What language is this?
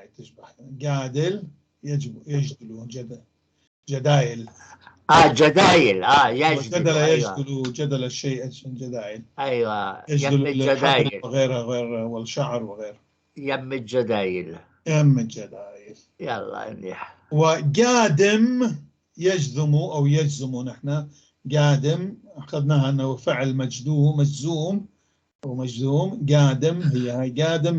North Levantine Arabic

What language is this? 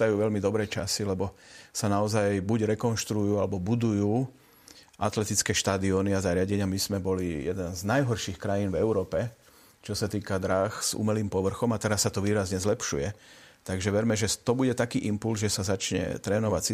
Slovak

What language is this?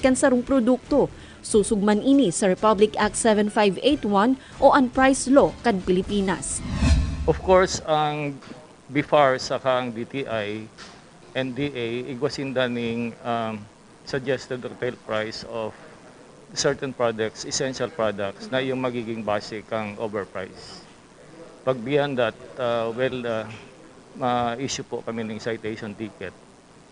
Bikol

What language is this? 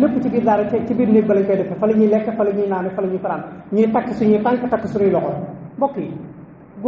Wolof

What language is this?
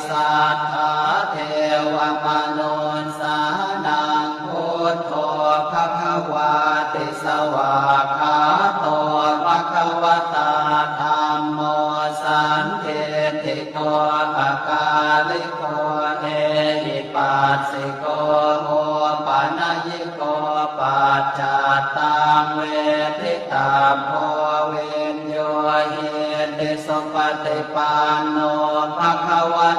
Pali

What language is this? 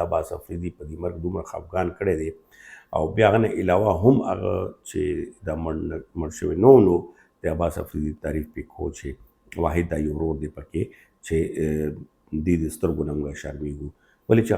Pashto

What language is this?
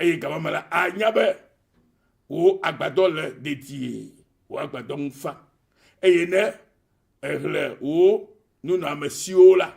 Ewe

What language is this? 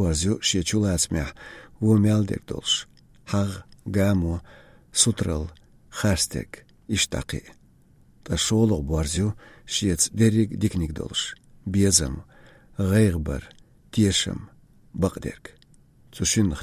Chechen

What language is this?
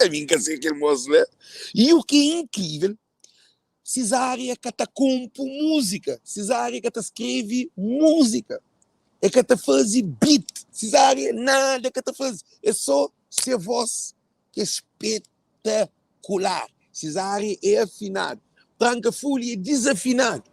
Kabuverdianu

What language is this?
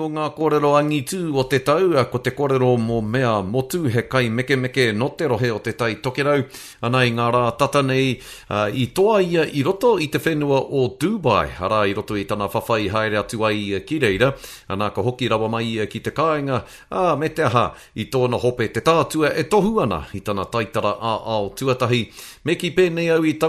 Māori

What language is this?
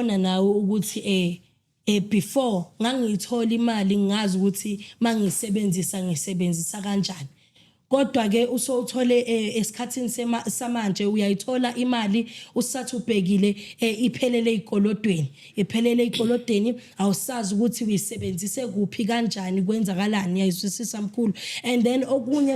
Zulu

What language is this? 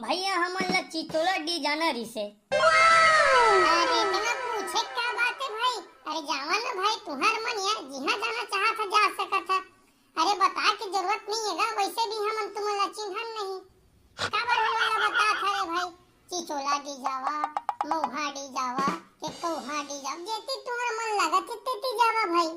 Chhattisgarhi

